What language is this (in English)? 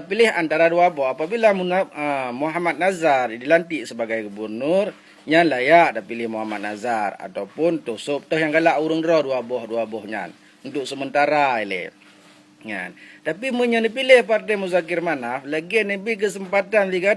Achinese